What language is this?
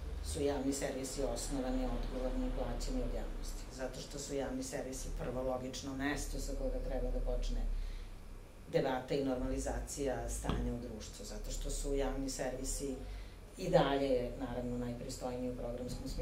Serbian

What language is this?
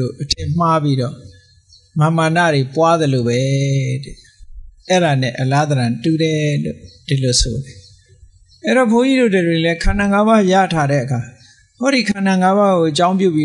Burmese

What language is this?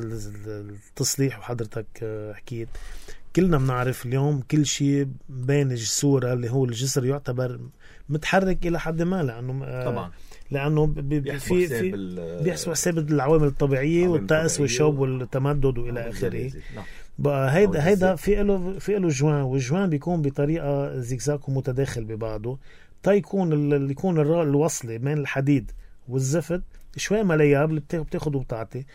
North Levantine Arabic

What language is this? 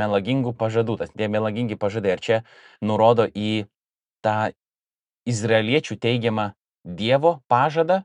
Lithuanian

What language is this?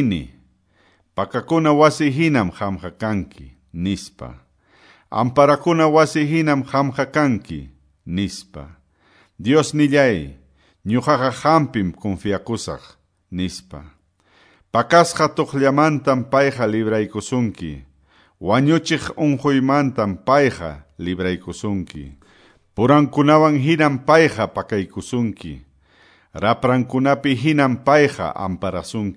Quechua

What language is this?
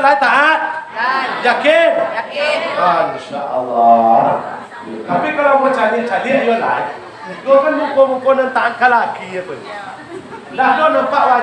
Minangkabau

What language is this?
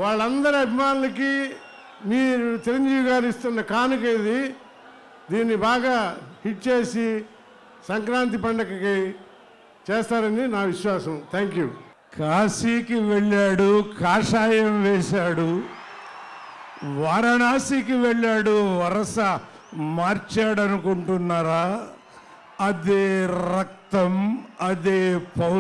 Telugu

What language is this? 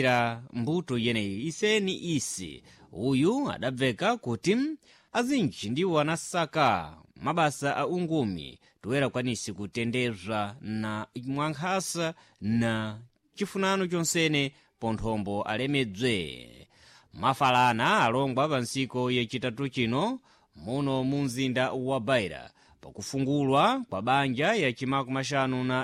Sena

